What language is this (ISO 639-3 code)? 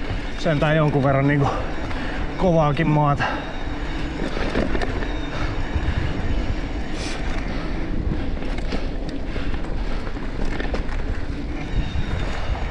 fin